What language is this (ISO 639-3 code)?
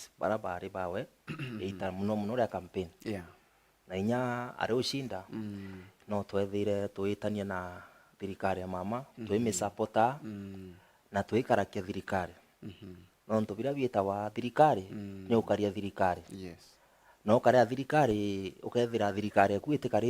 mer